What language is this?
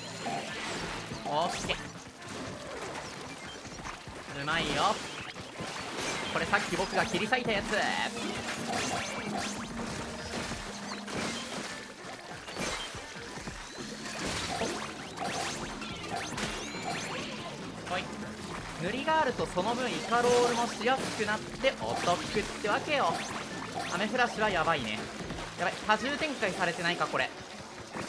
Japanese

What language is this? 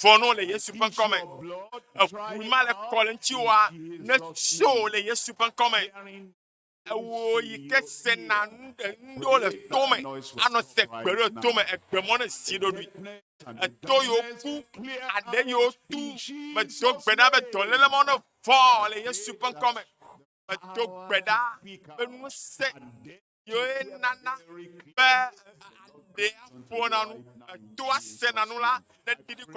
Ewe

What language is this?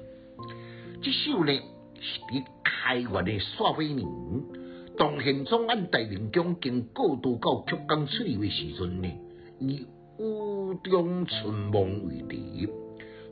Min Nan Chinese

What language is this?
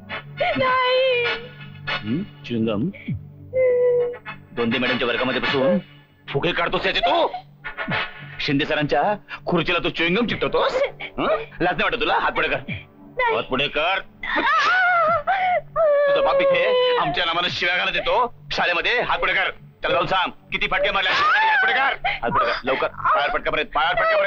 Marathi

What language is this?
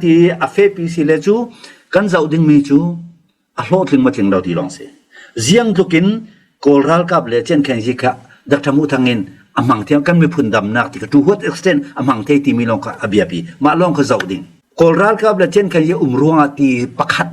Falam Chin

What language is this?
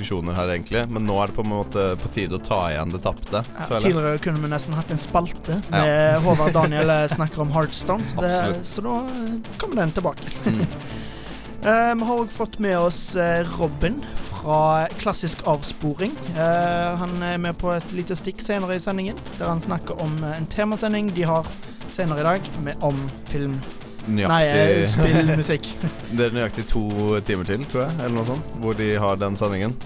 Norwegian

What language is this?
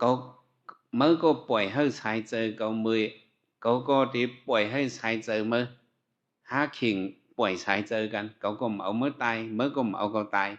Shan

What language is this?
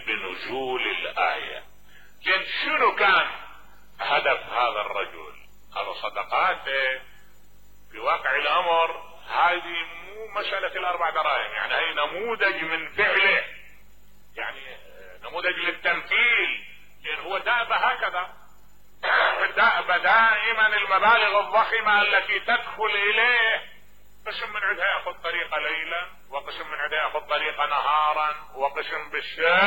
Mesopotamian Arabic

